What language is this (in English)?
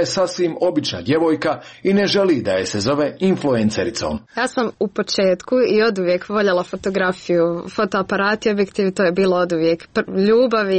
Croatian